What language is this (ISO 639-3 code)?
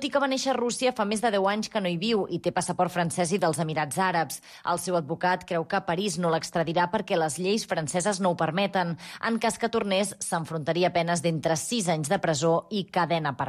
cat